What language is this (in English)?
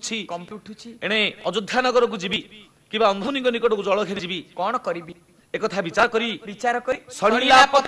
Odia